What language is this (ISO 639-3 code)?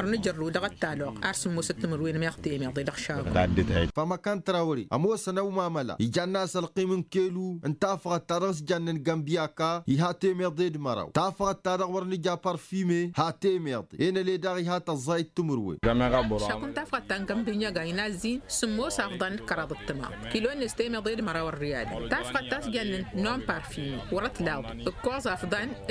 taq